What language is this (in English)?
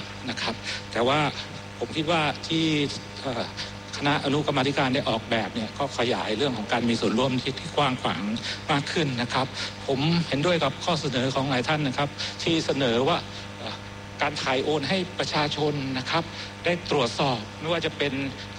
Thai